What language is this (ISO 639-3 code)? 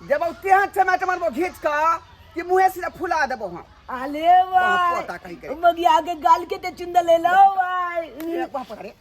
mai